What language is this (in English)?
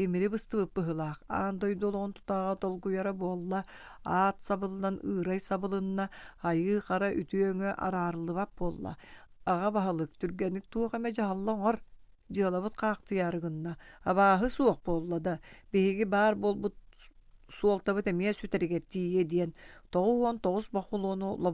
Yakut